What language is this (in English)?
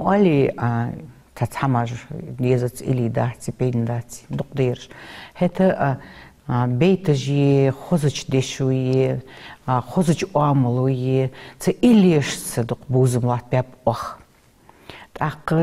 Ingush